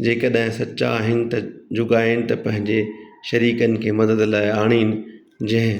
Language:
Sindhi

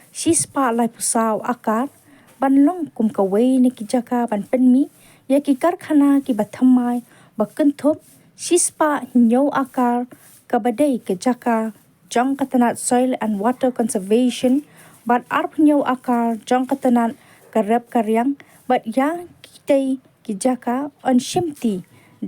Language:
Khasi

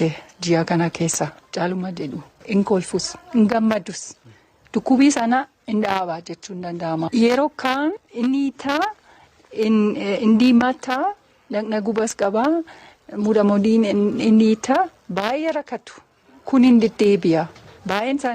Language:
Oromo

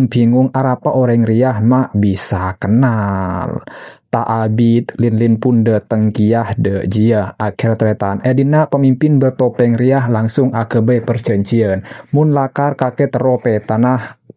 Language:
Madurese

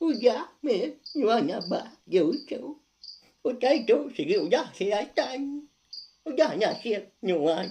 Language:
Iban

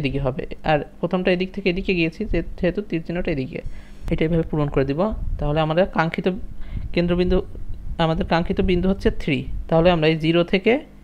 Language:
Bangla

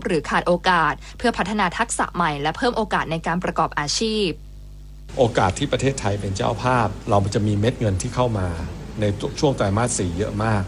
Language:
Thai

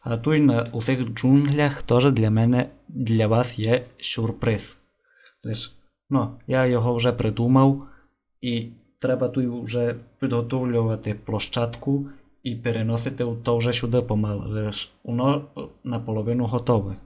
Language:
Rusyn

